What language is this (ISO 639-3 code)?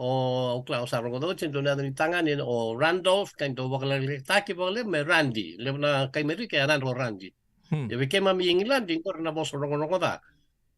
fij